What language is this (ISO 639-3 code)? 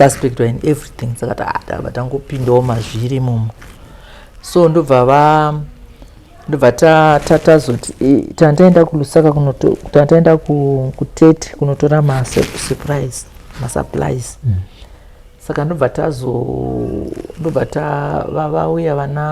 sna